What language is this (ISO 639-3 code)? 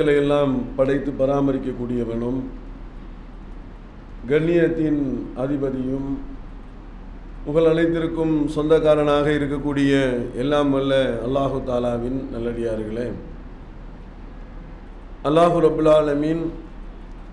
tam